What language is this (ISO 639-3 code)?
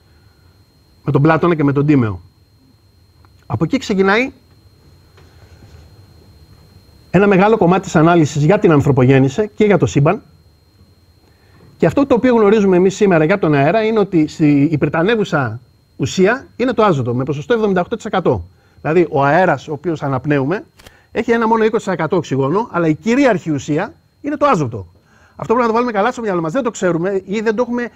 ell